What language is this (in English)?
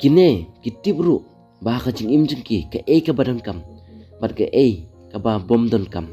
Khasi